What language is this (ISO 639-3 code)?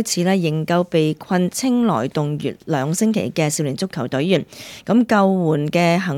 yue